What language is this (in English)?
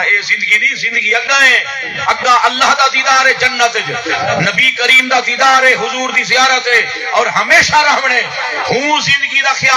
Saraiki